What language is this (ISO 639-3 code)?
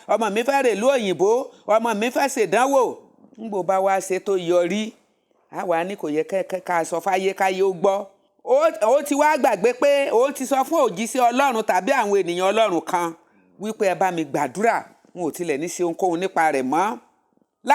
yor